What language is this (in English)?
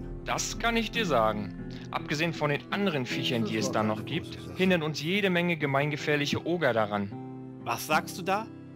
German